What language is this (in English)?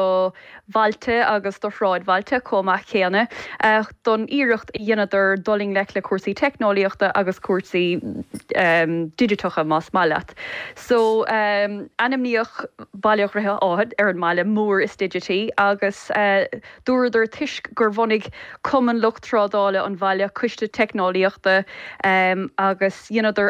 Irish